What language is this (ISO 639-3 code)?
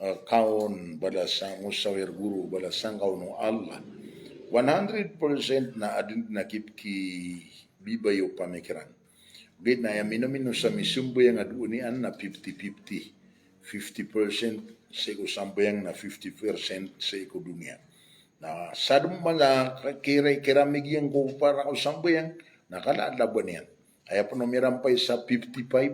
mrw